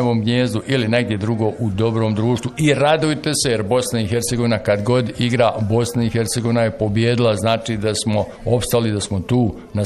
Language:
Bosnian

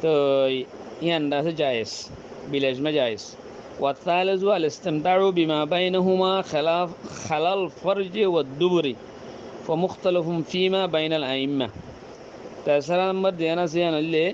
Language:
Rohingya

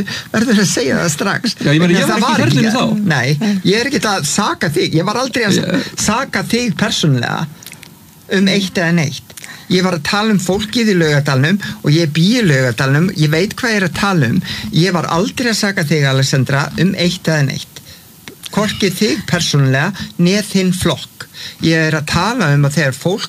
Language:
Icelandic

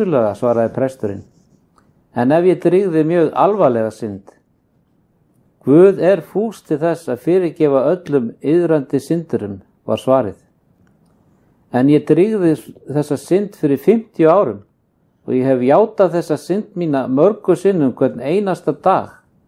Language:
Icelandic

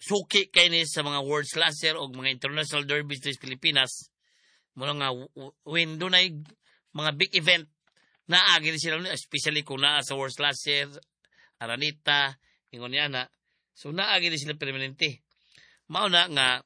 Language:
Cebuano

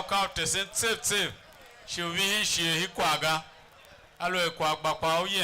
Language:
Tiv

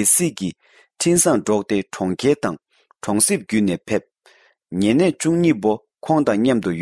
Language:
Tibetan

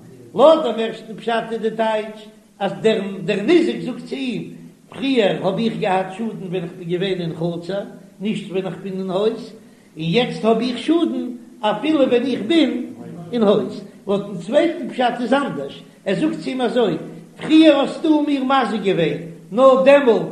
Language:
Yiddish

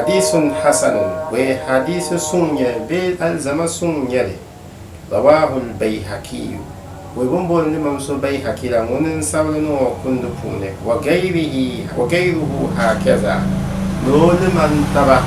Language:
Dagbani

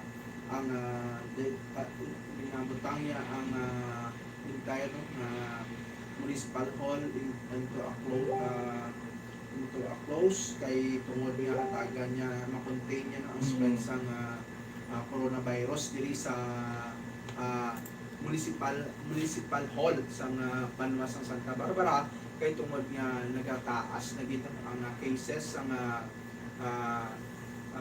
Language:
Hiligaynon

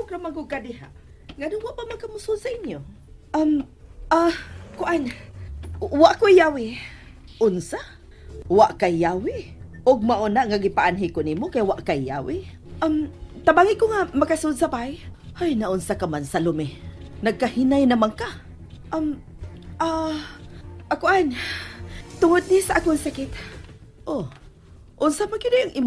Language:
Cebuano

